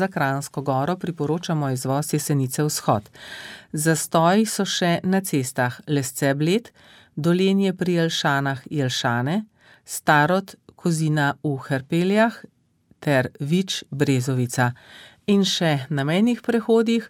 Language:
Slovenian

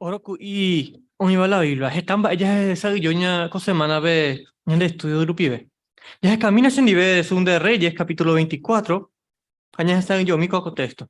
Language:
Guarani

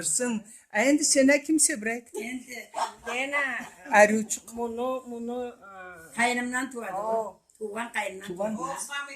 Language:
Karachay-Balkar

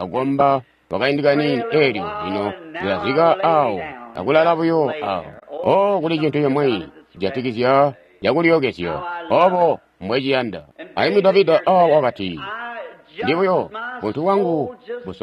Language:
Tonga (Zambia)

